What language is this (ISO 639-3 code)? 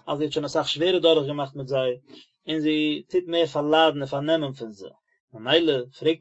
yid